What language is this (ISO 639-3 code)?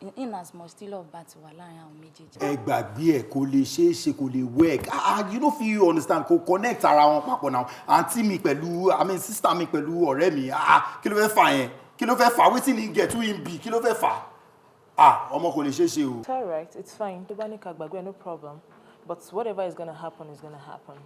yor